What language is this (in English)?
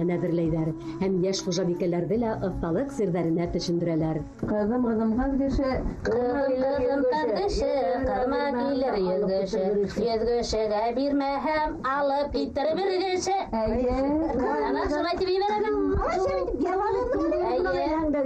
Bashkir